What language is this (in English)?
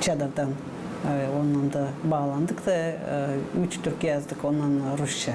Gagauz